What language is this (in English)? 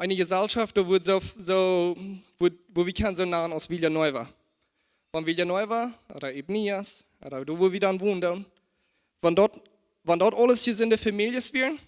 Plautdietsch